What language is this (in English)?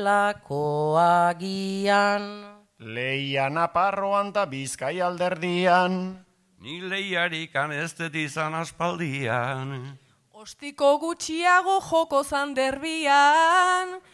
Basque